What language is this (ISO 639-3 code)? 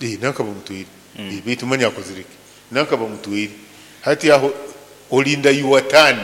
nyo